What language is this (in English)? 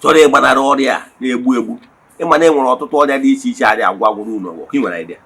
Igbo